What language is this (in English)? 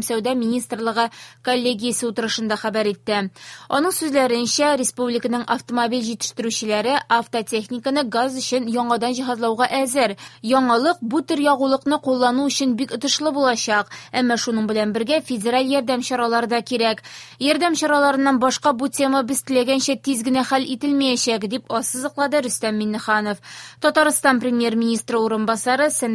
Tatar